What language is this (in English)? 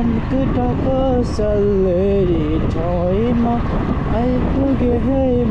Nepali